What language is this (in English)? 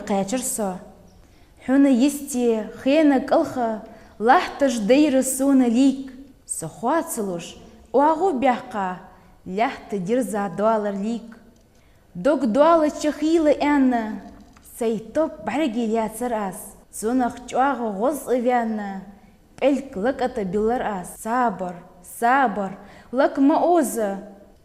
Ingush